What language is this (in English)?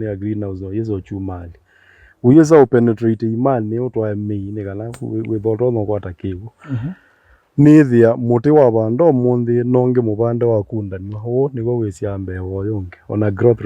Kamba